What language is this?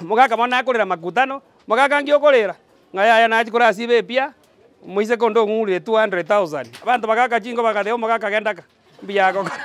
Gusii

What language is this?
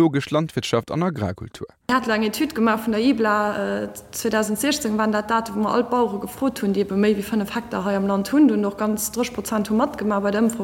Luxembourgish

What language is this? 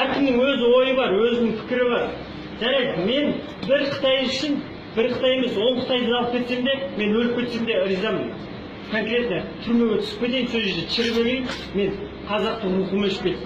Kazakh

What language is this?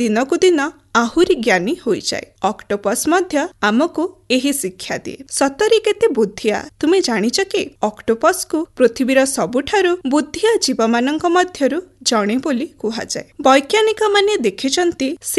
Odia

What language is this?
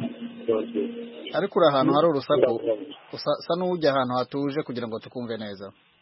Kinyarwanda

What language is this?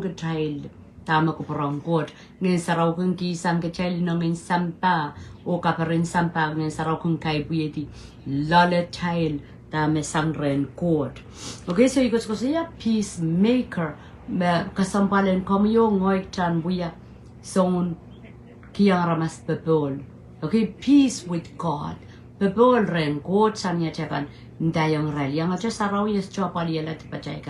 Pohnpeian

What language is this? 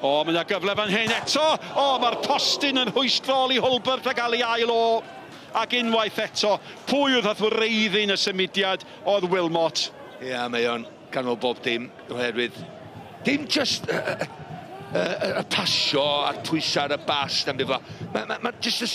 Welsh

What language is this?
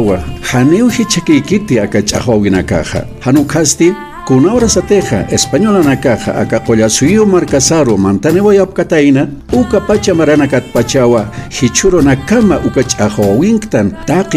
Aymara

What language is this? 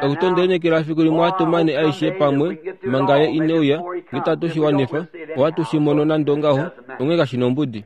Kuanyama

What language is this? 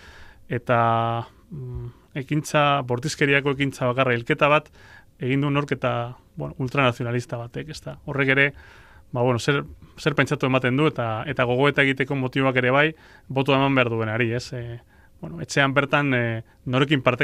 Basque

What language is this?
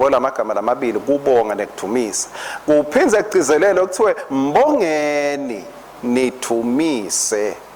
Swati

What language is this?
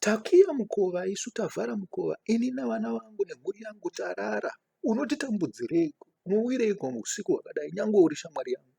Shona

